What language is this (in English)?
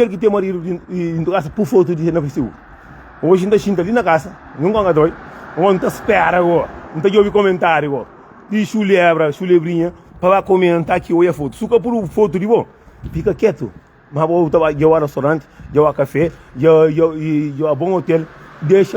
Kabuverdianu